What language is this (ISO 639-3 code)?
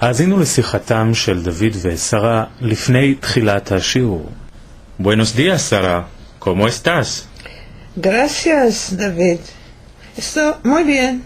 lad